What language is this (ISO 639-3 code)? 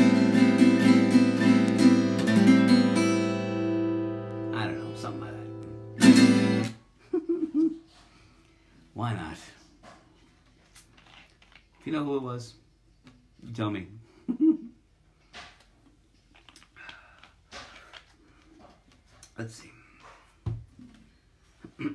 eng